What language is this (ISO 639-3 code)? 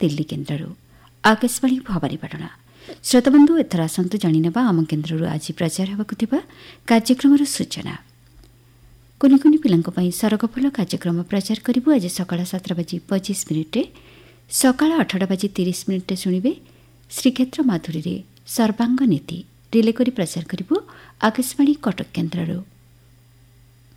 ori